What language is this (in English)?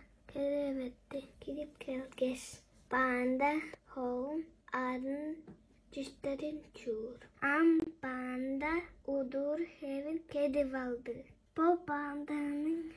Tuvinian